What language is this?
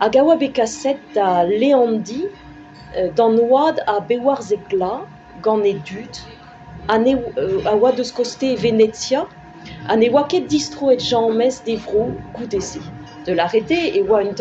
Breton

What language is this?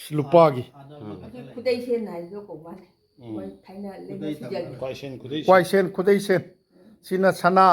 Manipuri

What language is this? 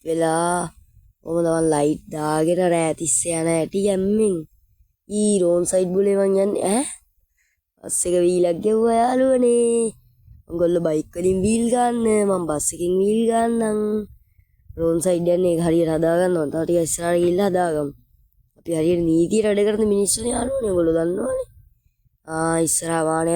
Sinhala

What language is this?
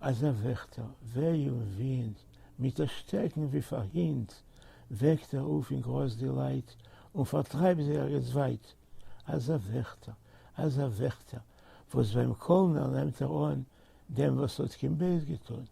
Yiddish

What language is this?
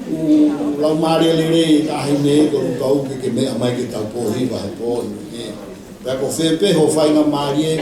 Tongan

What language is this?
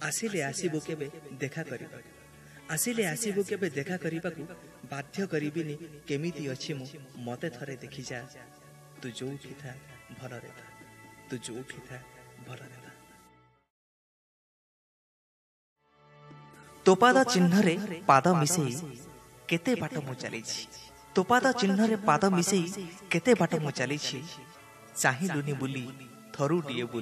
Odia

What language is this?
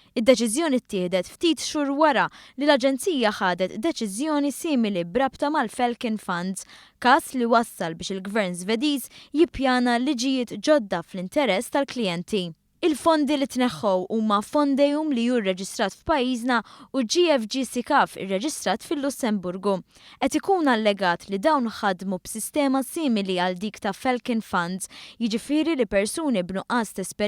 Maltese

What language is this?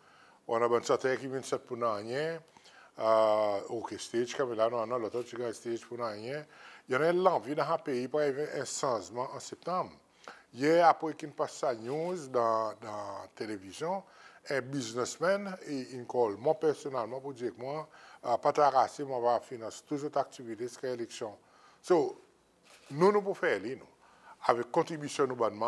Seselwa Creole French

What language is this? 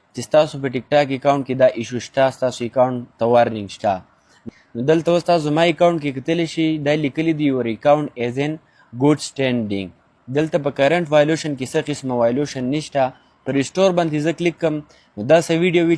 Pashto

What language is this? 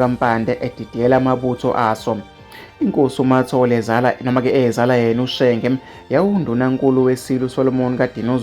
Zulu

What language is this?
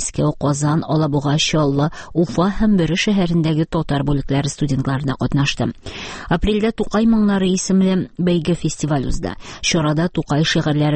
Tatar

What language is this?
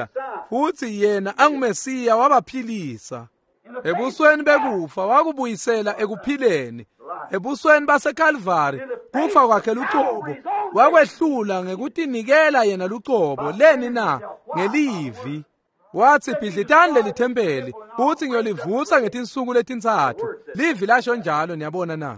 Swati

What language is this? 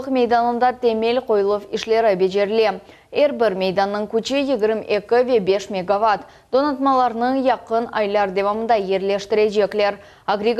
Crimean Tatar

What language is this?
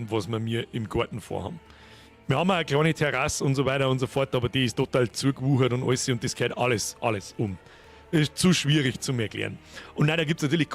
Bavarian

